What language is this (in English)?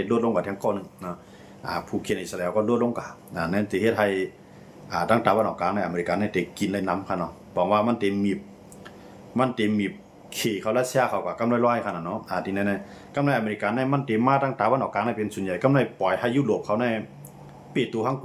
Shan